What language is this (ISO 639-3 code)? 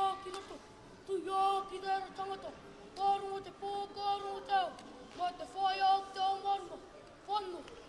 mri